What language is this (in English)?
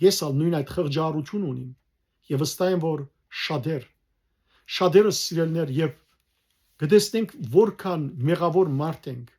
Western Armenian